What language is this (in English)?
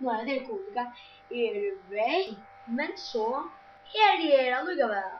Faroese